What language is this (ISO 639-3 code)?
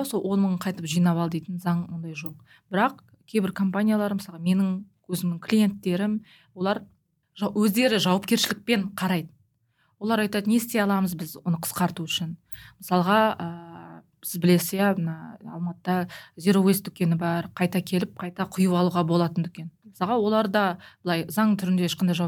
kaz